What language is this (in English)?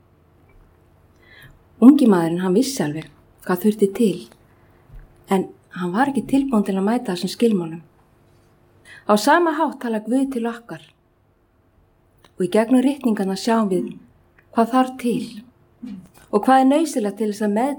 Icelandic